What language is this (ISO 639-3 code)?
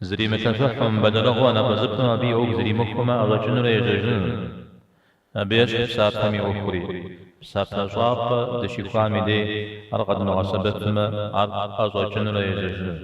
kbd